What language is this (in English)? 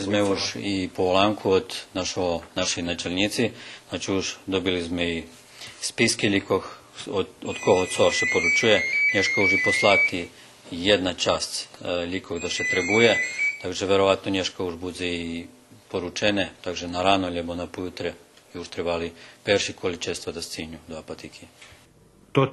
Rusyn